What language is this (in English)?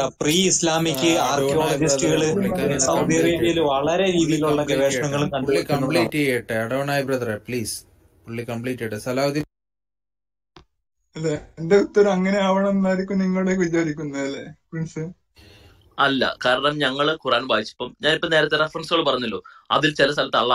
Malayalam